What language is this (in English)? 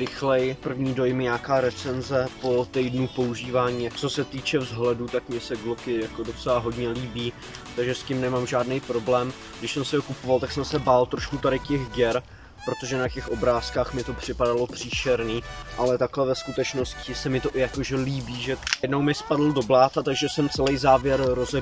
Czech